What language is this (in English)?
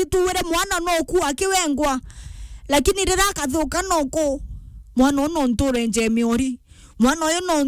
Meru